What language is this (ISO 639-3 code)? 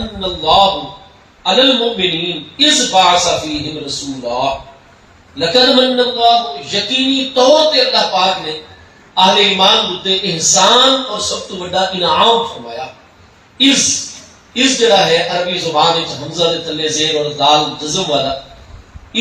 skr